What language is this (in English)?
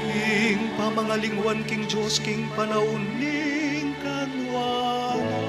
Pampanga